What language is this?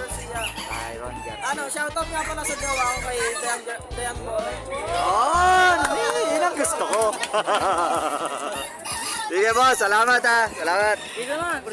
Filipino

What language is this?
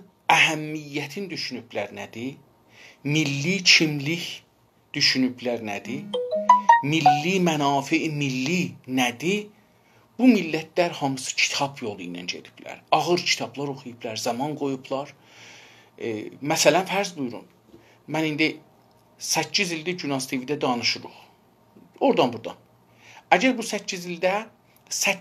South Azerbaijani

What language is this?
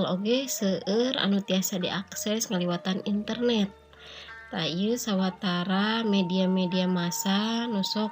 Sundanese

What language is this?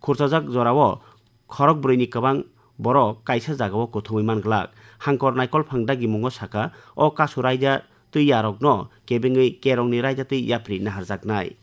Kok Borok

